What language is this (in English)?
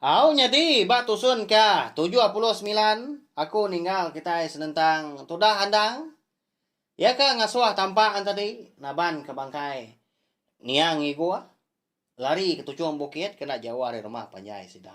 Iban